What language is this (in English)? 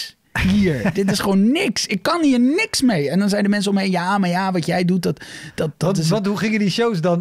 Dutch